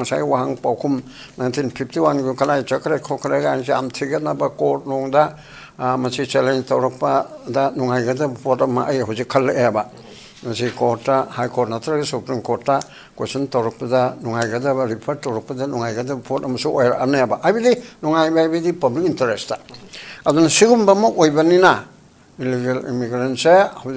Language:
Manipuri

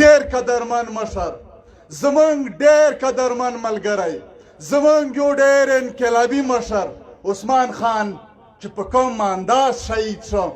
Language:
Pashto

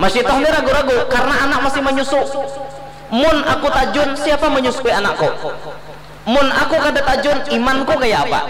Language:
Banjar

